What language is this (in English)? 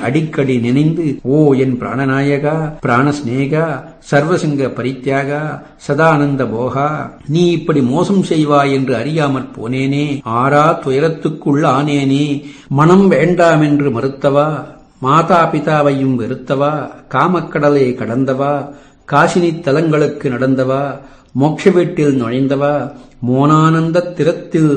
Tamil